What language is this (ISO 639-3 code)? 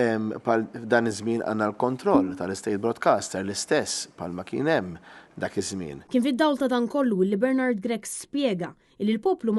mlt